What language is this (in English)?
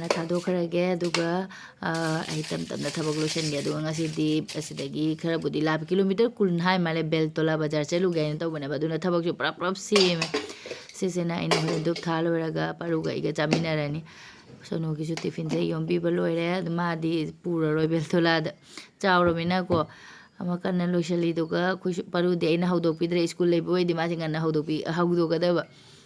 Manipuri